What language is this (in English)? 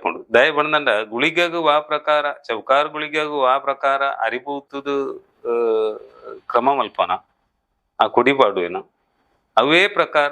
Tulu